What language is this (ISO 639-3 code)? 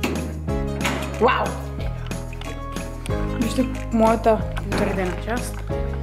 bul